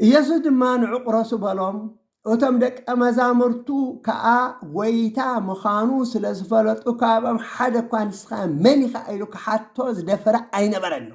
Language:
Tigrinya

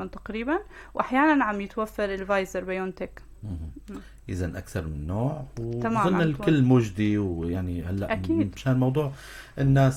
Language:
North Levantine Arabic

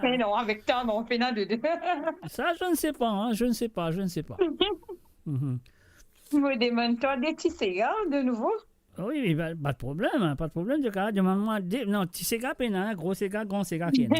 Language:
Morisyen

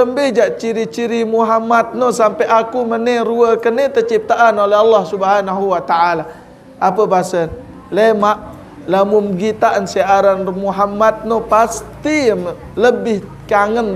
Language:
Sasak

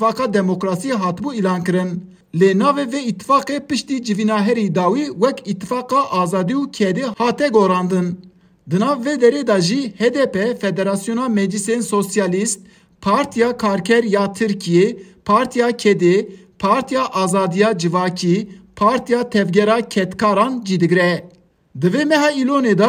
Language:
Kurdish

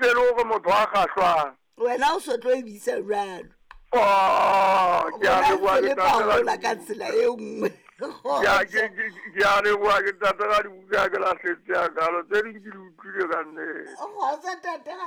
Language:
Southern Sotho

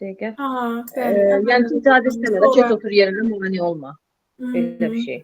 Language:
Azerbaijani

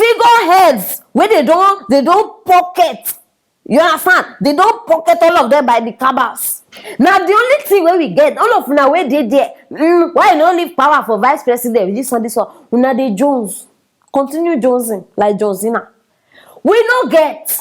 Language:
Nigerian Pidgin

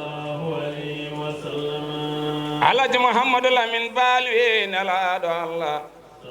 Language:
Fula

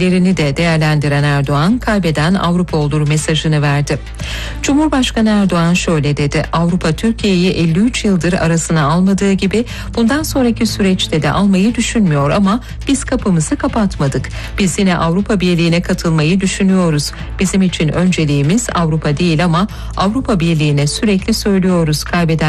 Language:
Turkish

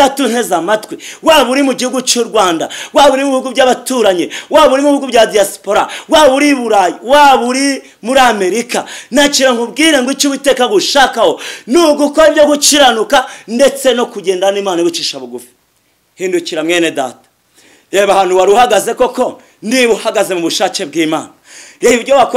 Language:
Kinyarwanda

